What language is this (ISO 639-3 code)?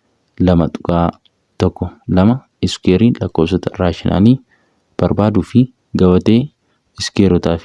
orm